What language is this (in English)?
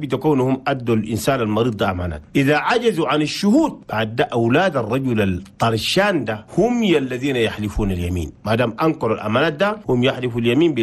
Chadian Arabic